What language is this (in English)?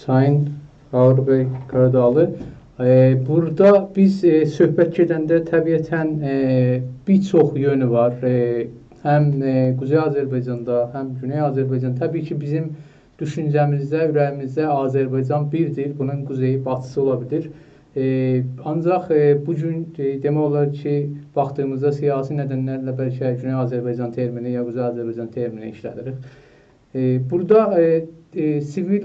South Azerbaijani